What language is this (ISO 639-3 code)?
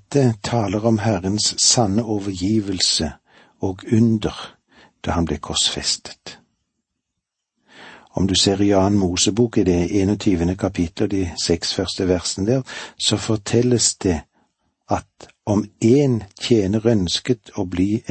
nor